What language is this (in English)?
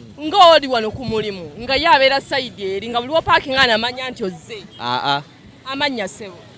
Ganda